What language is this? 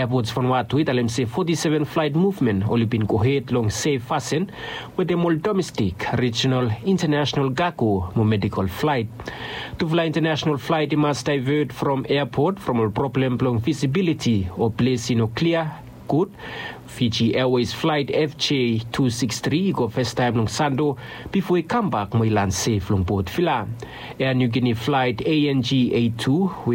Bislama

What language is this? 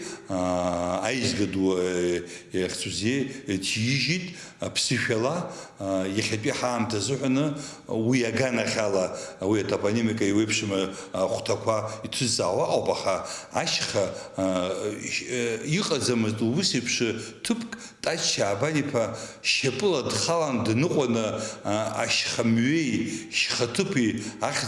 Abkhazian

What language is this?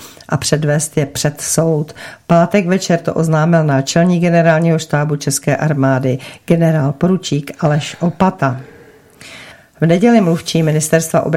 Czech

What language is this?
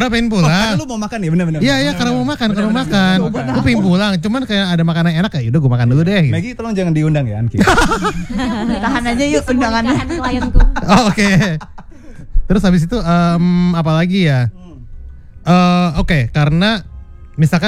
Indonesian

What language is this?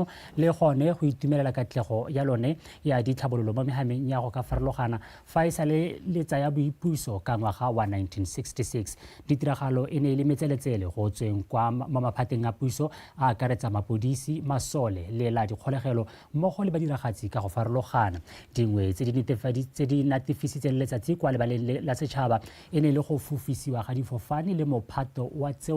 Tswana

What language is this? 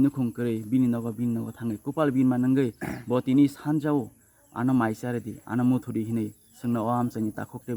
Kok Borok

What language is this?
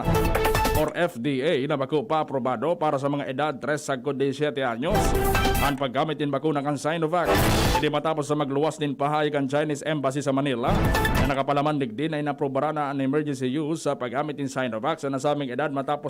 Bikol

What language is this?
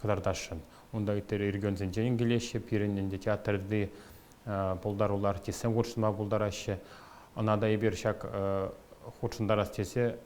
Chuvash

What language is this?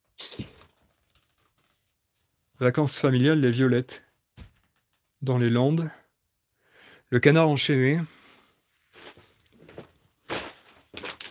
French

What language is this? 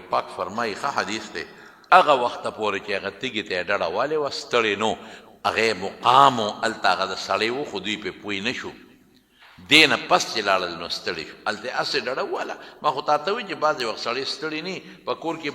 Pashto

